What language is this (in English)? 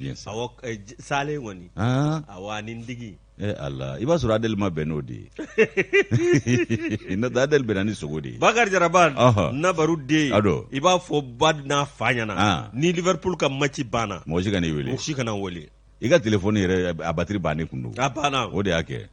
Bambara